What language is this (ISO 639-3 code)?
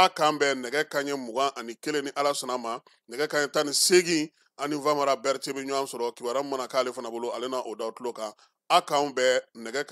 bam